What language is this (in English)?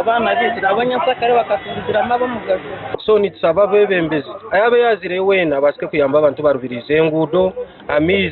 Ganda